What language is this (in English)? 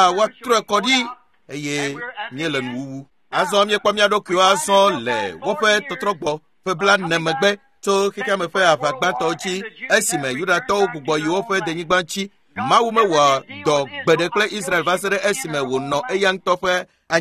Ewe